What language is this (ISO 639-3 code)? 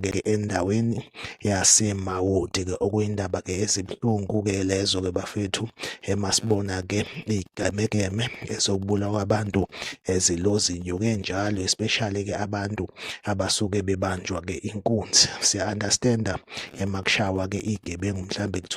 zul